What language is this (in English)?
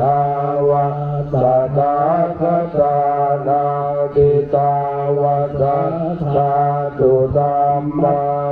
Pali